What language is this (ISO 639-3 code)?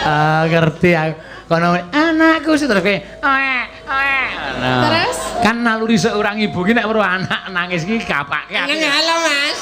jav